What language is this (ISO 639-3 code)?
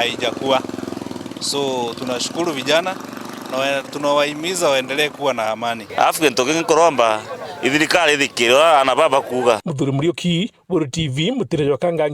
mer